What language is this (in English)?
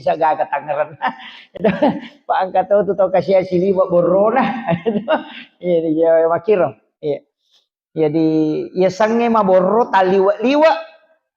Buginese